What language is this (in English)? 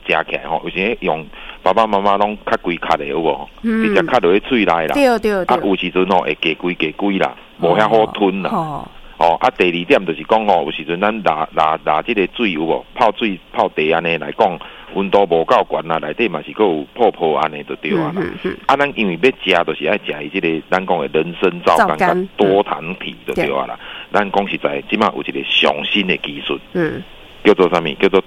Min Nan Chinese